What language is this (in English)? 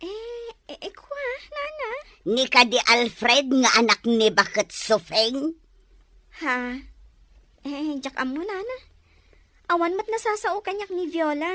Iloko